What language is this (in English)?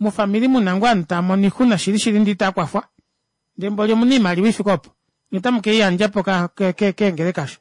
Kuanyama